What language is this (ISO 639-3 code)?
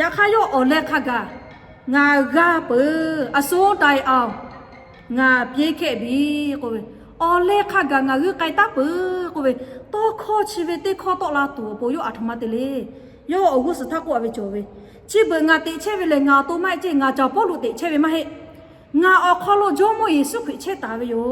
lhu